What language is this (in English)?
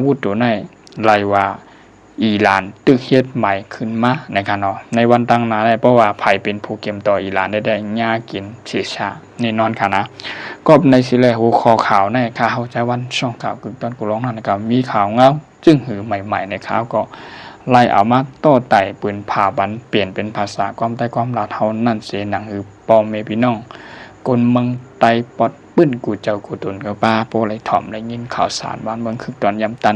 Shan